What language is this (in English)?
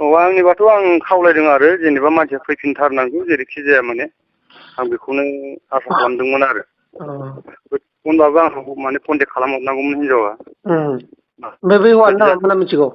Bodo